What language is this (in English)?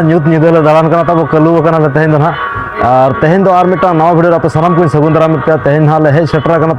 Santali